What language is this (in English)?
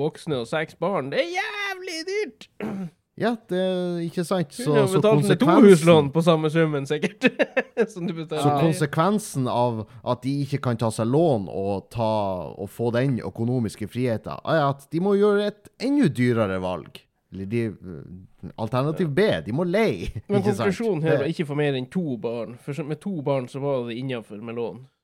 Norwegian